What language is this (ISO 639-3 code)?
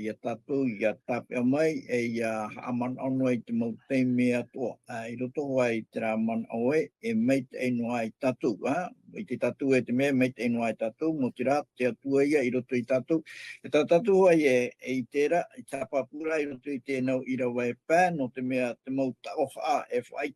tah